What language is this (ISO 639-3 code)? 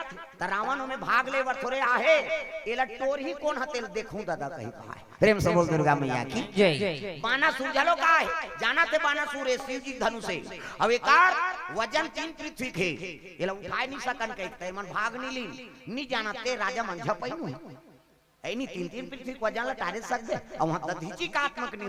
hne